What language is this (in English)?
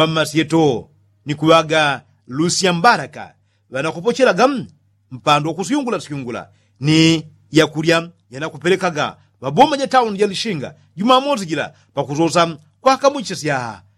Yao